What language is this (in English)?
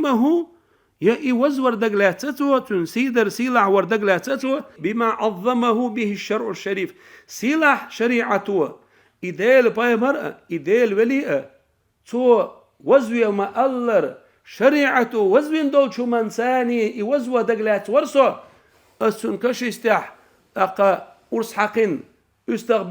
Chechen